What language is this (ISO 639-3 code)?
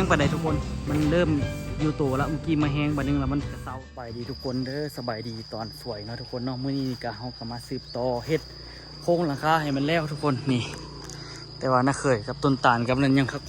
lao